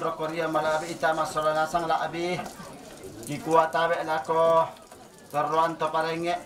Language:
Toraja-Sa'dan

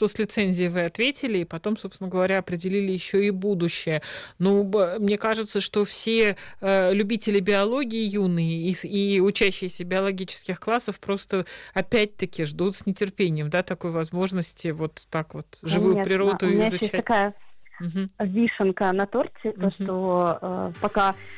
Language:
Russian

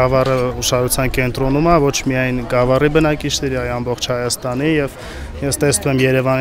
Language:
Armenian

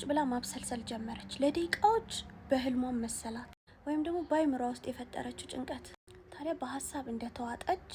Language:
Amharic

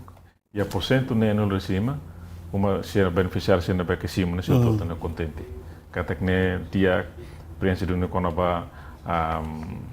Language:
Tetum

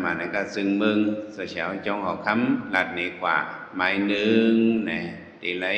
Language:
Shan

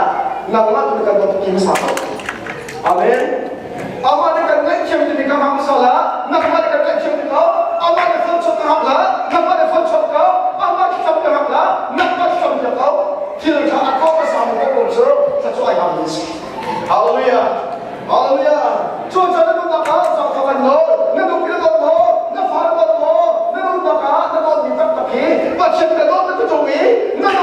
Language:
Hakha Chin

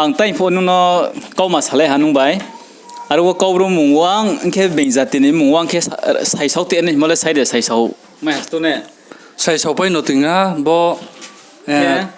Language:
Riang (India)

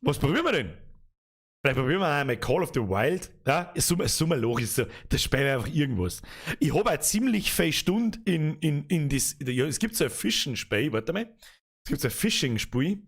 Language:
Bavarian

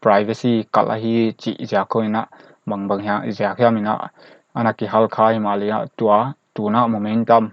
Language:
Paite Chin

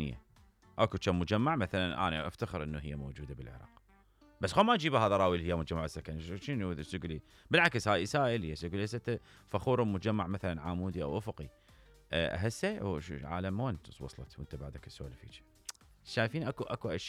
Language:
Mesopotamian Arabic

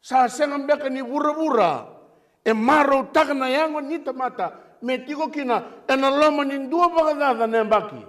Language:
Fijian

